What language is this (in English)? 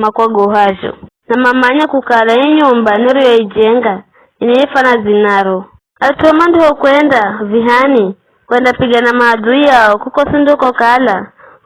Giryama